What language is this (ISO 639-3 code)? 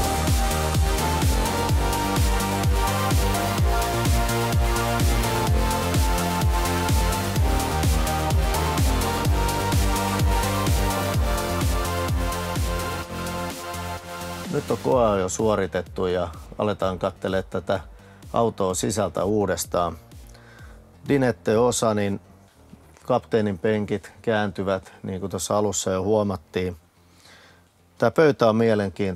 fin